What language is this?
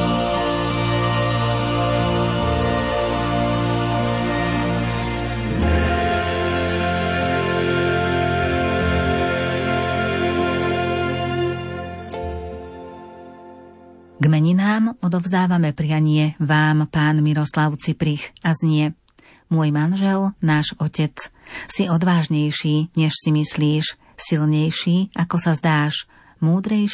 Slovak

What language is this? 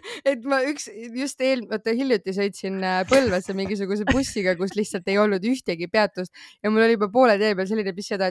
Estonian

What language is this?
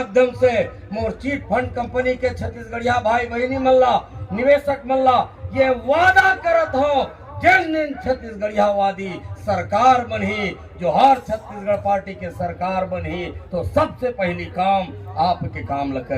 Chhattisgarhi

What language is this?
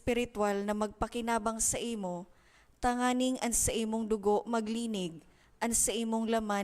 Bikol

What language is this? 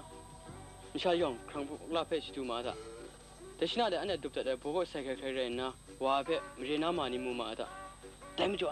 Kachin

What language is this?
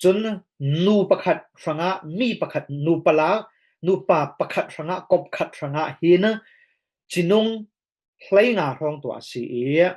Falam Chin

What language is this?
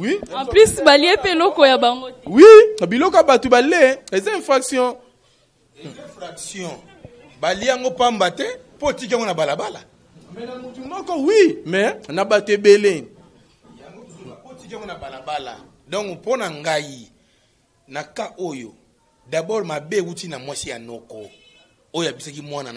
Lingala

